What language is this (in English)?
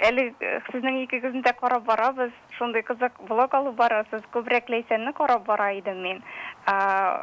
Tatar